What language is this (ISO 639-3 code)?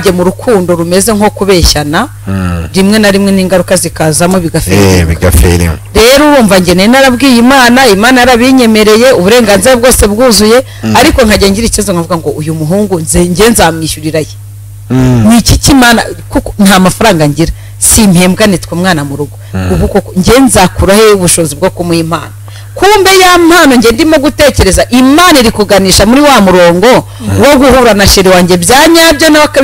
kin